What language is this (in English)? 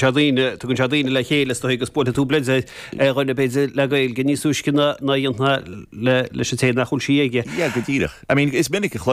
Irish